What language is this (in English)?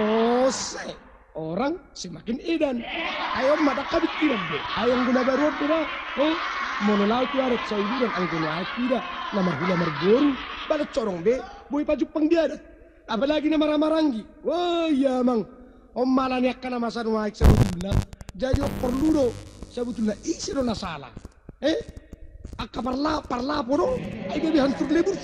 Batak Toba